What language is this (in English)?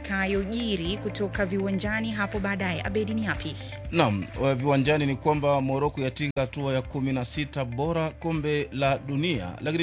Swahili